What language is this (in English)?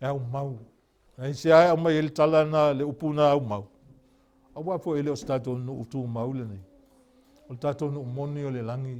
Samoan